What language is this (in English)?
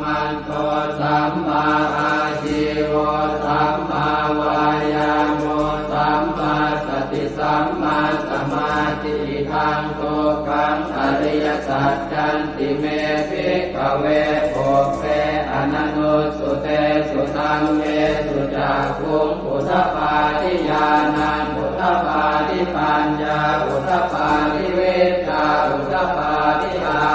Pali